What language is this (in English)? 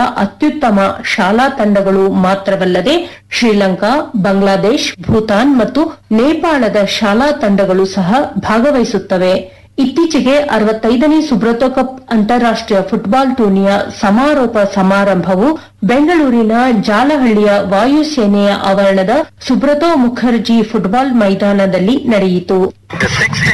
Kannada